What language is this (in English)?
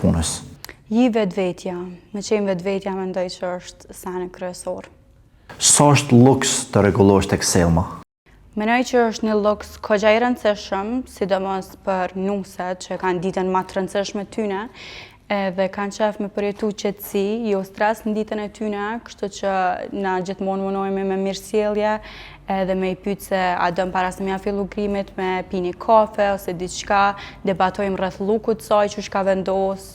Albanian